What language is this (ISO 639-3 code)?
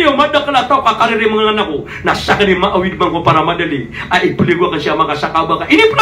mrw